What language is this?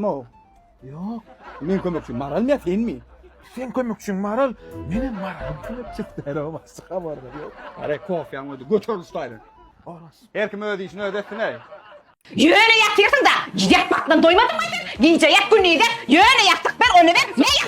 Turkmen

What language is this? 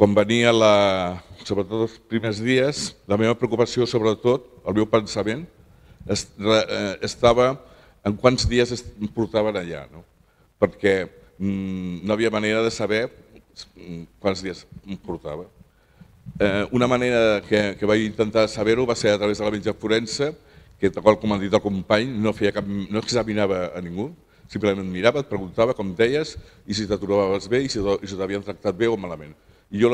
Catalan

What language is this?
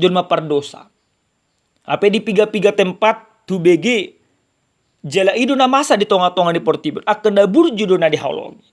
Batak Toba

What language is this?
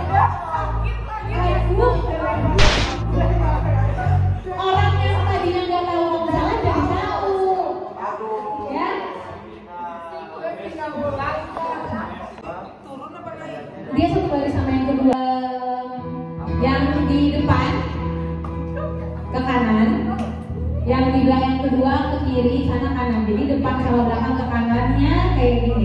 Indonesian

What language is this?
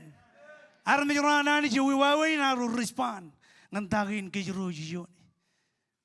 Marshallese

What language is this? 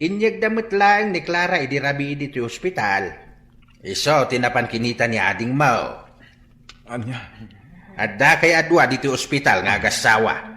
Iloko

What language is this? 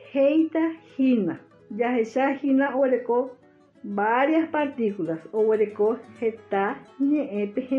Guarani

